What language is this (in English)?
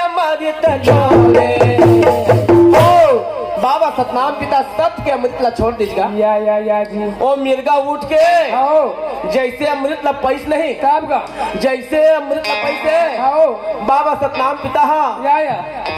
Chhattisgarhi